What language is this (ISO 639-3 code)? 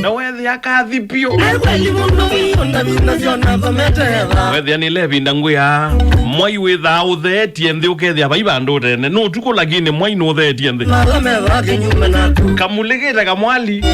kam